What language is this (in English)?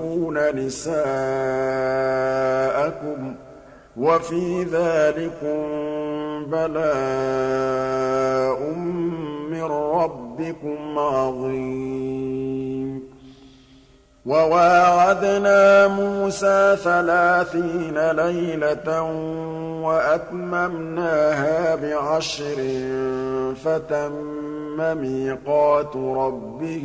Arabic